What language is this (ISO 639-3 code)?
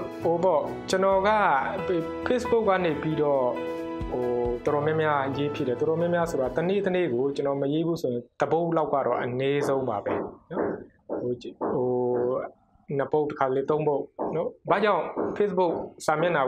mya